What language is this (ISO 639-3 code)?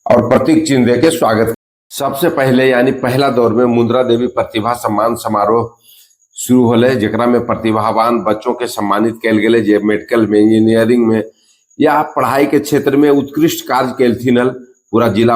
mag